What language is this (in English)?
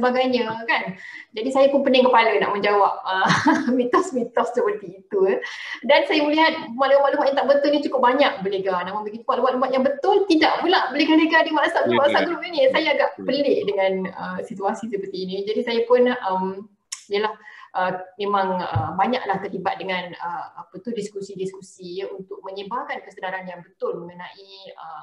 Malay